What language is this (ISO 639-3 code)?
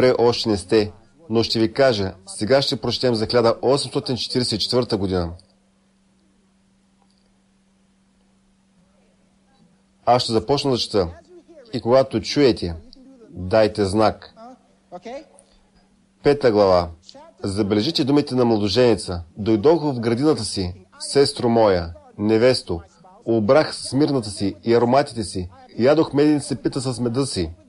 bul